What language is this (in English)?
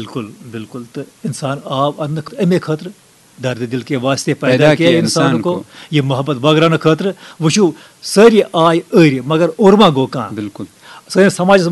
Kashmiri